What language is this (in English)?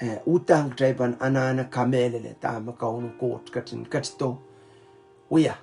Pohnpeian